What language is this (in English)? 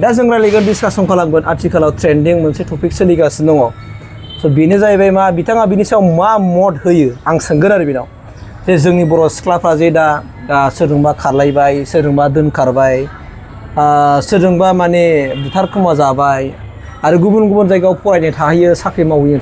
Bodo